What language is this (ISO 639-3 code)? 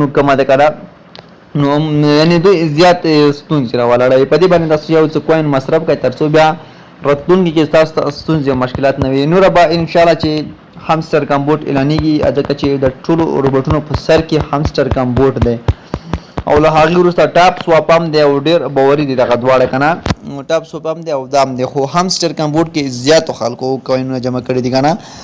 pus